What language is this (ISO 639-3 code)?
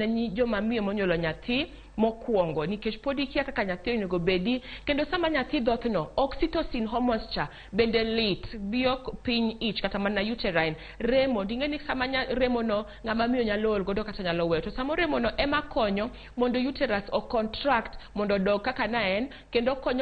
luo